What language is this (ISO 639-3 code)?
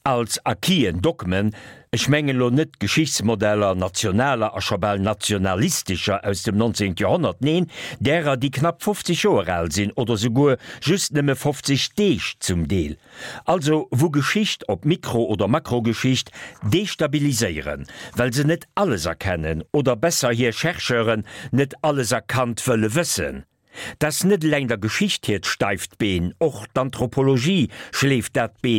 ltz